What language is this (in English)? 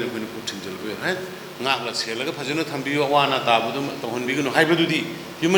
Manipuri